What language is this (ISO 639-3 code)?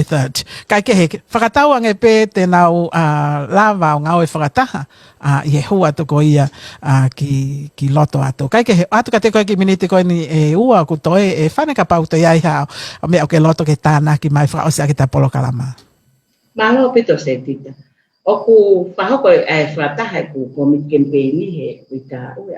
ton